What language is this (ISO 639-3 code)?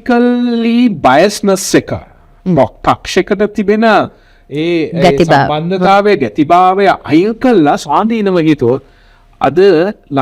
sin